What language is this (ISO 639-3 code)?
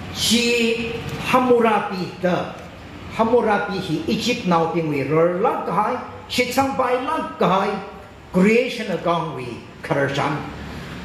nmf